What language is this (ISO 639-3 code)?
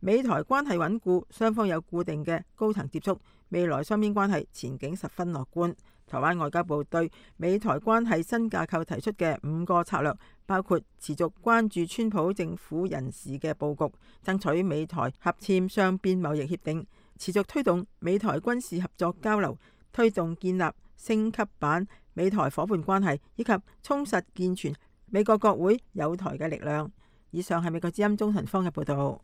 yue